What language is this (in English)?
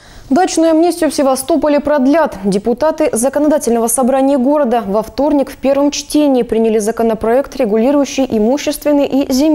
Russian